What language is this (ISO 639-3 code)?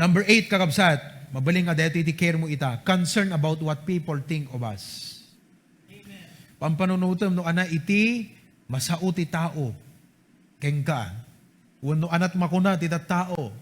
ilo